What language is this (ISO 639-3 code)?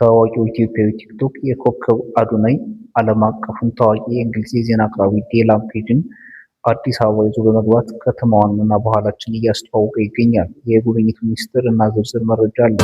amh